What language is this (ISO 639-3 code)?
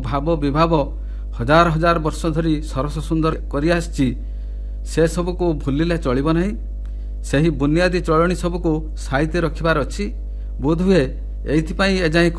ori